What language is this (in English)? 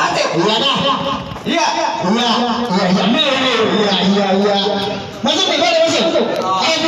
Betawi